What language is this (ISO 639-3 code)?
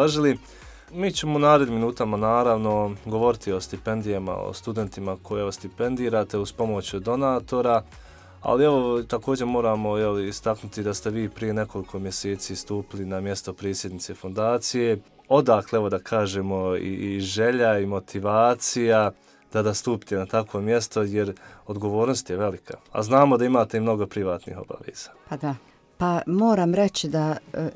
bos